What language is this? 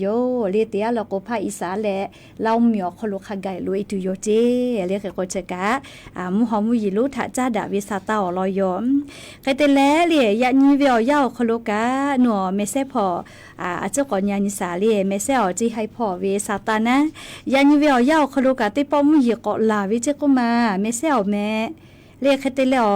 Lahu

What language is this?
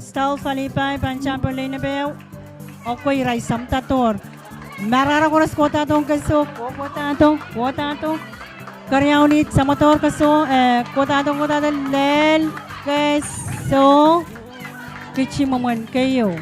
Pohnpeian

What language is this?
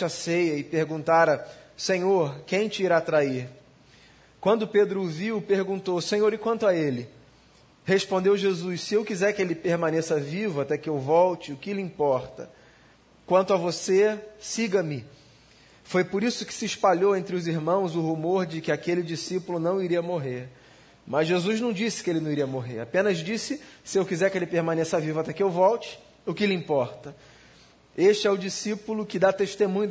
Portuguese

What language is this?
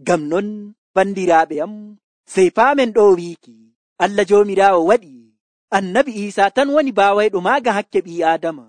Nigerian Fulfulde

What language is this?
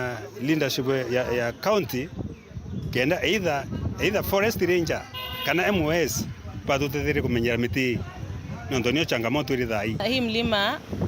Meru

